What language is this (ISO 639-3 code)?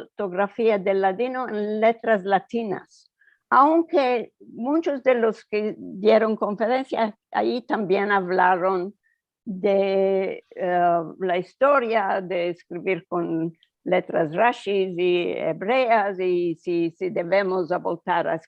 lad